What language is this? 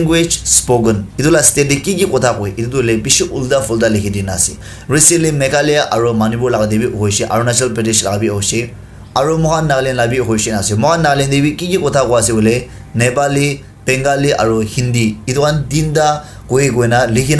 Naga Pidgin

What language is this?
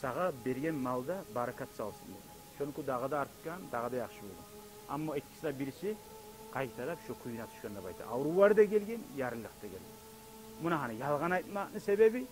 Kumyk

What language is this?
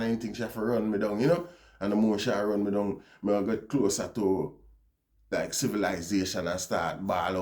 Jamaican Creole English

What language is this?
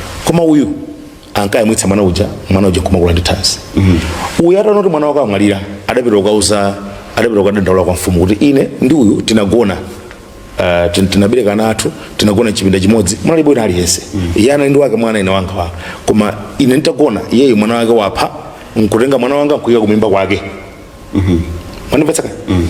Nyanja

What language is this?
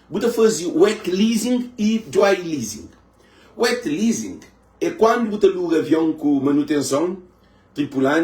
Kabuverdianu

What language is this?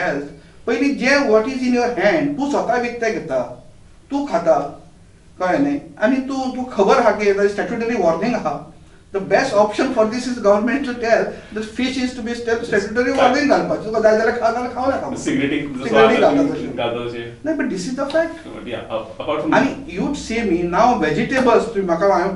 Konkani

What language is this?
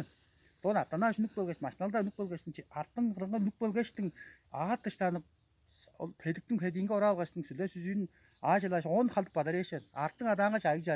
Tuvinian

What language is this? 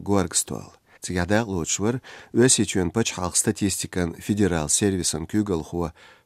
Chechen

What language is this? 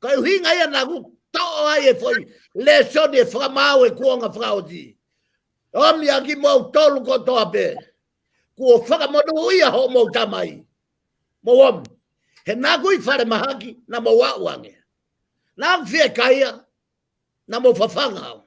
Tongan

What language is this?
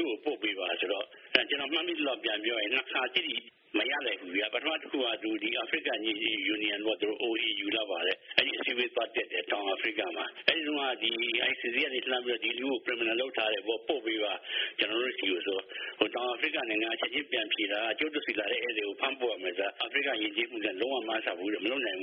Burmese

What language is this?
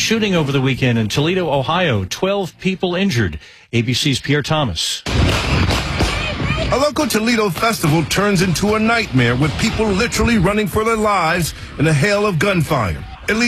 English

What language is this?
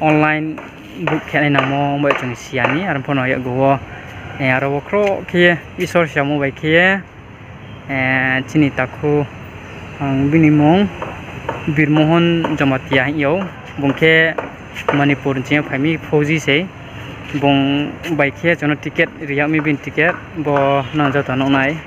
Riang (India)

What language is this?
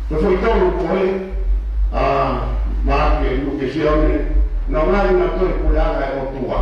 Tongan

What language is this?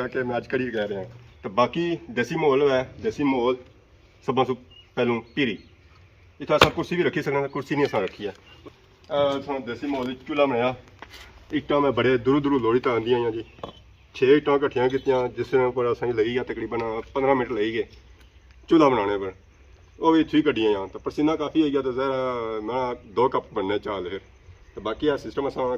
Pahari-Potwari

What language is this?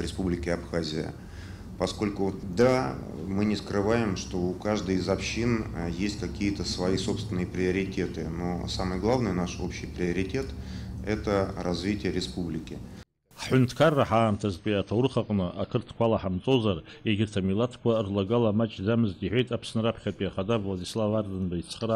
Abkhazian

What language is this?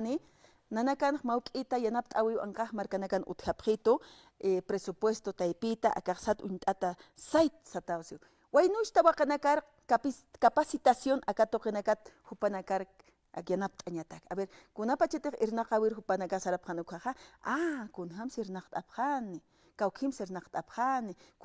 Aymara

